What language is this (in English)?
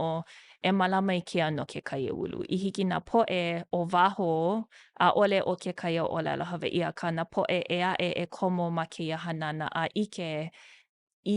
Hawaiian